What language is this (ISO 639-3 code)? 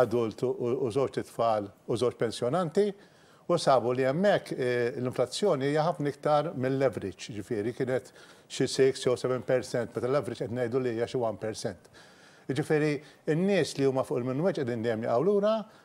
mlt